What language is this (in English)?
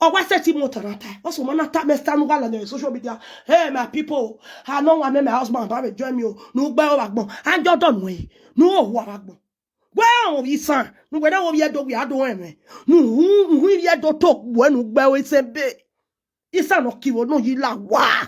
Nigerian Pidgin